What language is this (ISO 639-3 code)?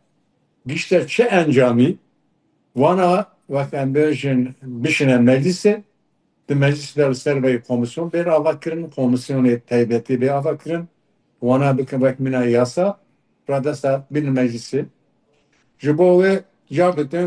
kur